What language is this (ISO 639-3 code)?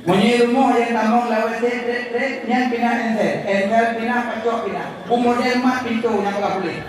ace